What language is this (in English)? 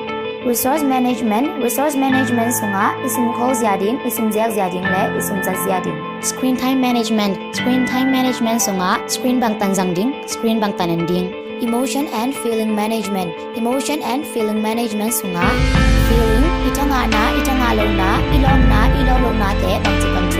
Tedim Chin